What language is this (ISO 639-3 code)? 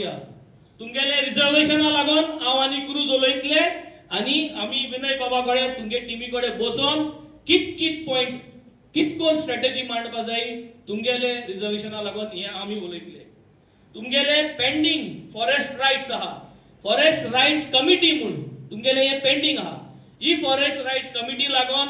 kok